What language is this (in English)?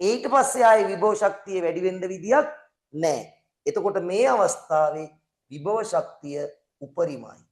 Sinhala